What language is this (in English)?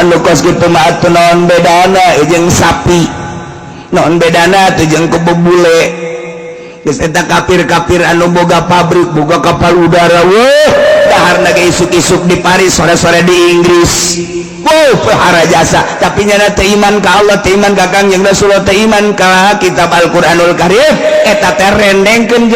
Sundanese